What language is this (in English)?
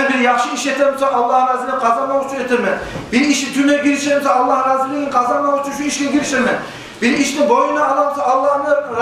Kumyk